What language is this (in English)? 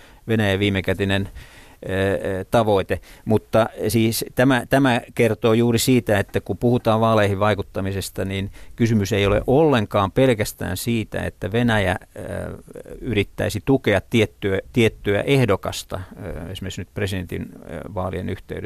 Finnish